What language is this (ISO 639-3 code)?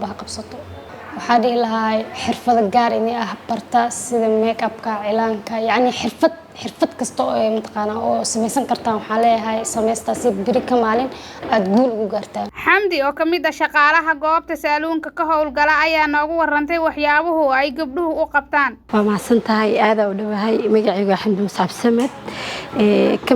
som